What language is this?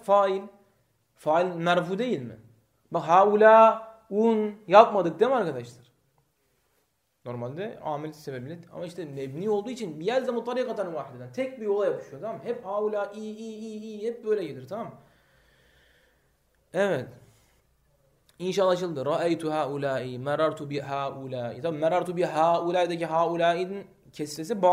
Turkish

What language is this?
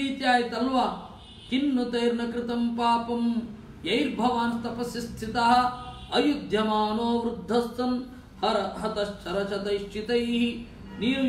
Kannada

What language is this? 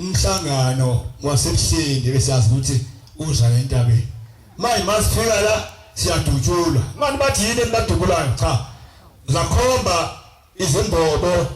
Zulu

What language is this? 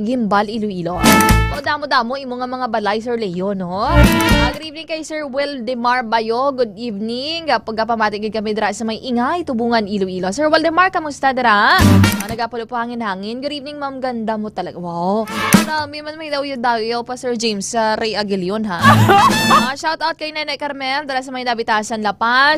Hiligaynon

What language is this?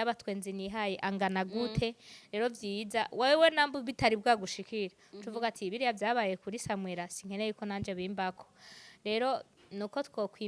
Rundi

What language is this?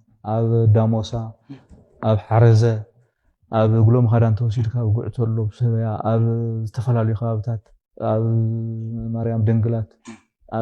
Tigrinya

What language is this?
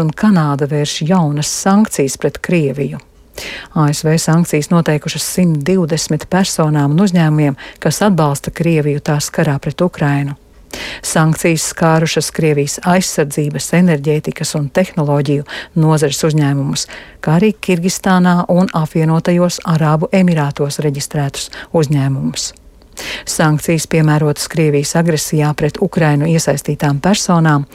Latvian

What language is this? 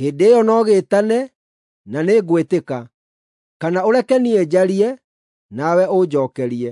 Kikuyu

